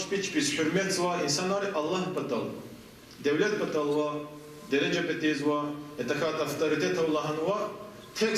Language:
Lezghian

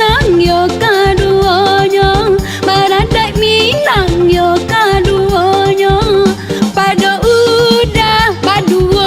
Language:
Minangkabau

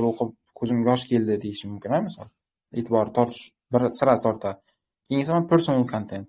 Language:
Uzbek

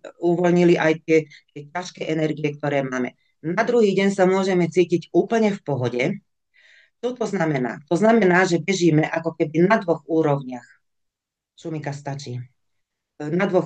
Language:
Slovak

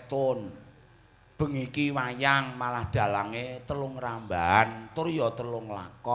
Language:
Javanese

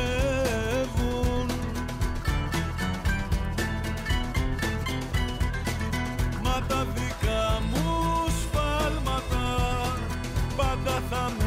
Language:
Greek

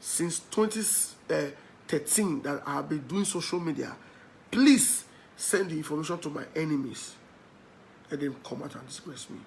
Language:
Nigerian Pidgin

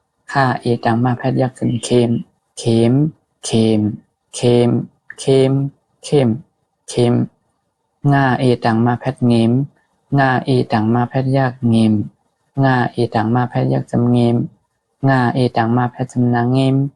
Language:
Shan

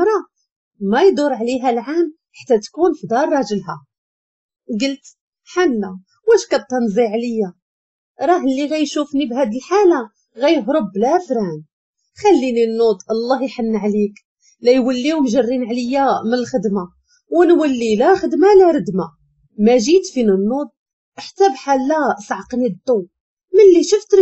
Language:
Moroccan Arabic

